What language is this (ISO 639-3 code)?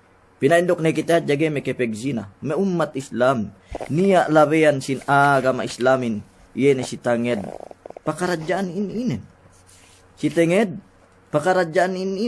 yka